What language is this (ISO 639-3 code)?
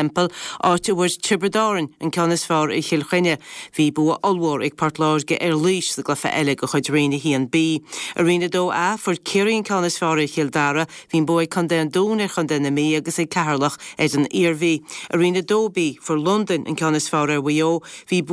gle